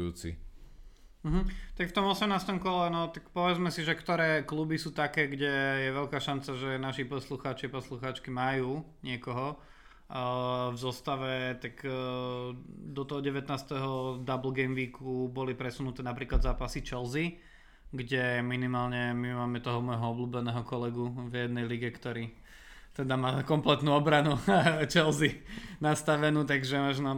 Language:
Slovak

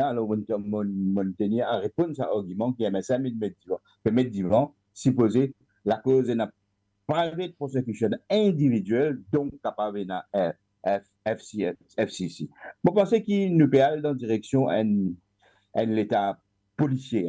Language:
Morisyen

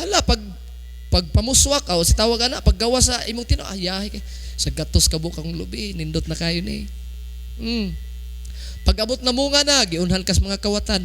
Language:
Cebuano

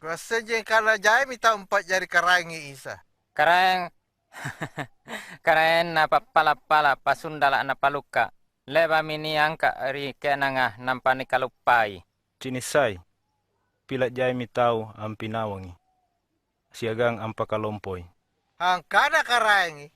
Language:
Makasar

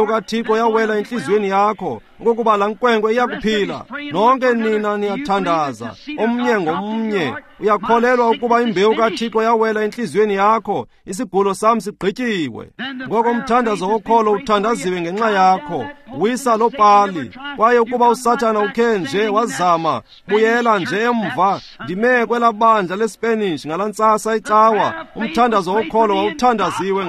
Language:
Xhosa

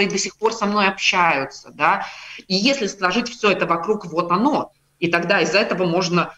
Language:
Russian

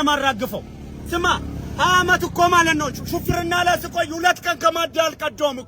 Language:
Amharic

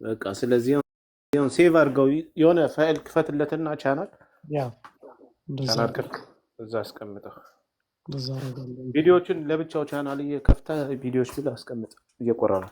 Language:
Amharic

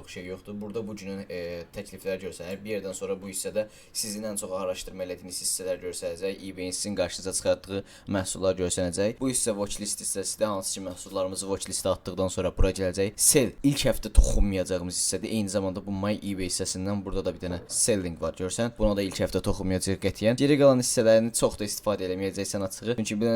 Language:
Azerbaijani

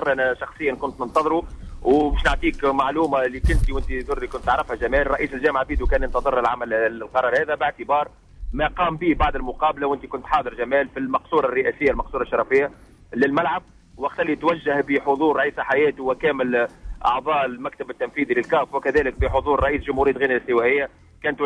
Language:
Tunisian Arabic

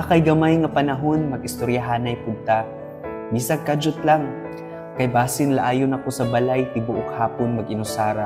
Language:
Cebuano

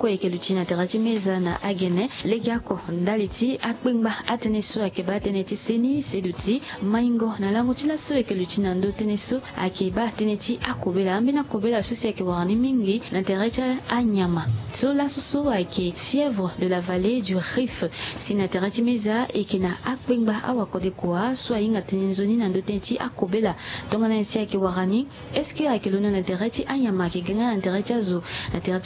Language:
Sango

